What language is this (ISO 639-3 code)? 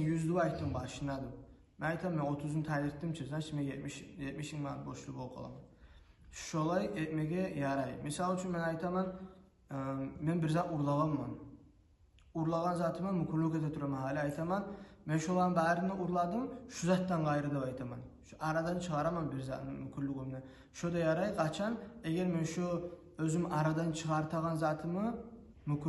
kum